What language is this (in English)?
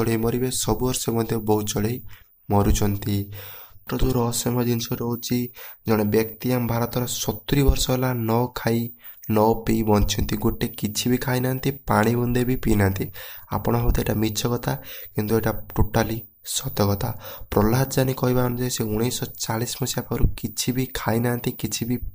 Odia